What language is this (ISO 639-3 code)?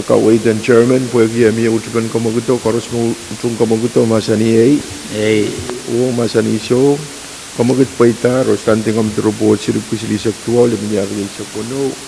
pon